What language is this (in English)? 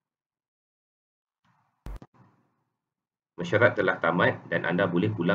Malay